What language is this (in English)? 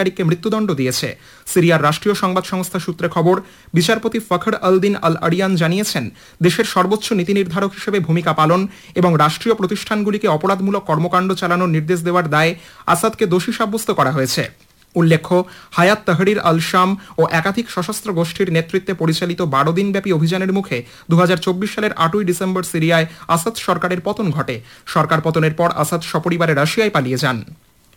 Bangla